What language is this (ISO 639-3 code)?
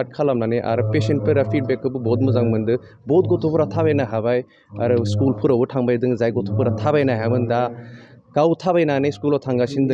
brx